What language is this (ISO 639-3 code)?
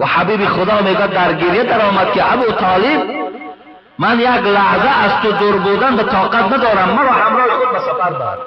tgk